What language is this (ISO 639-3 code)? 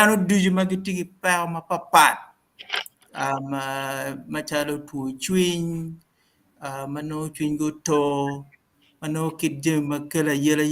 ach